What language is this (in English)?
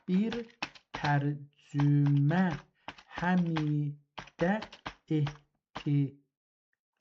South Azerbaijani